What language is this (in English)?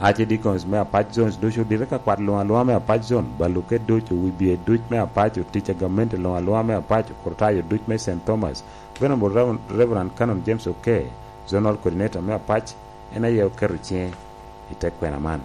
Lango (Uganda)